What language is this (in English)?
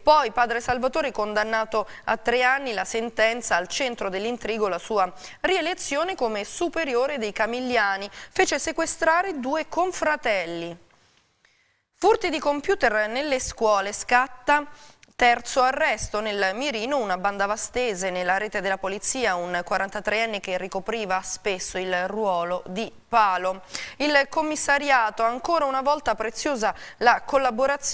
Italian